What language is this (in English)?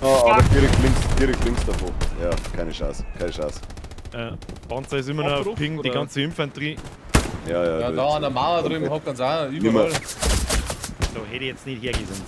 Bavarian